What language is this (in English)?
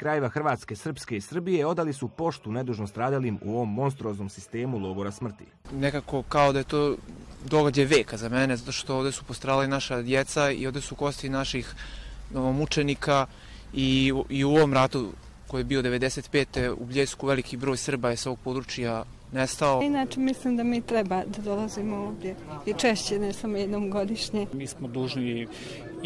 Croatian